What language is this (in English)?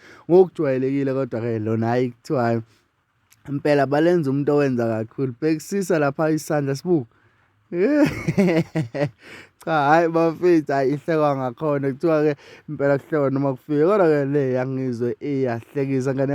Zulu